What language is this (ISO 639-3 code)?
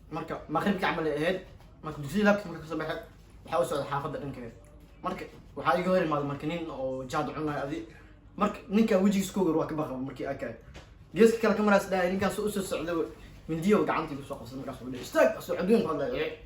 som